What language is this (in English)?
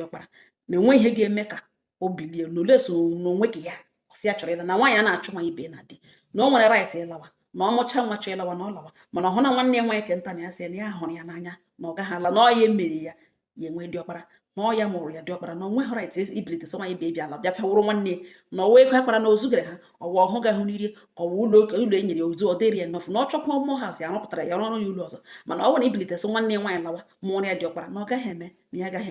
Igbo